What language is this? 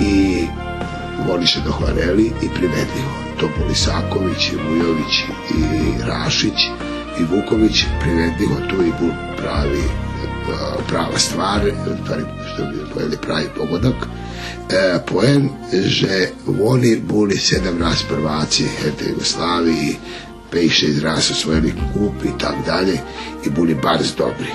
Rusyn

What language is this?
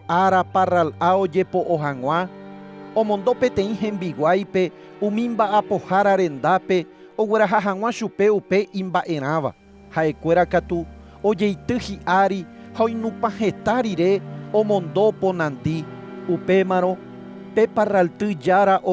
Guarani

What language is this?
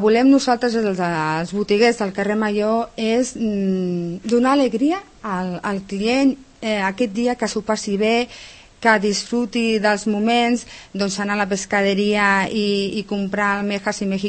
Catalan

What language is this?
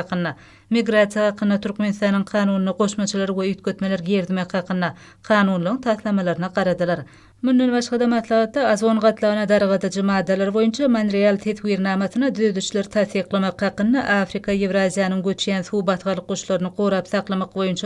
Turkmen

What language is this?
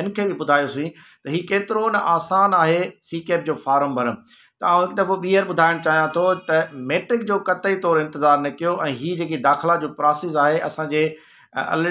Sindhi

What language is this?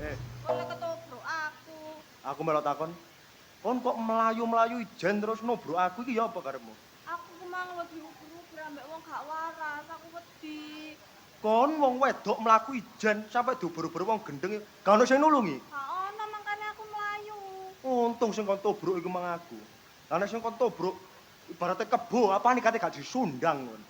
Javanese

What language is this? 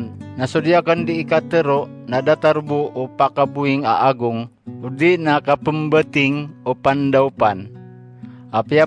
Maranao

